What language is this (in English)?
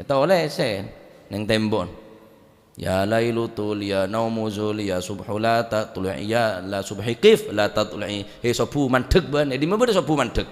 Madurese